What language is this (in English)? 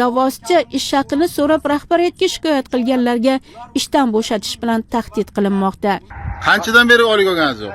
Uzbek